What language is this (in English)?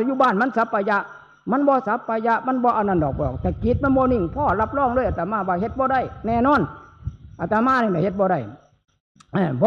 Northeastern Thai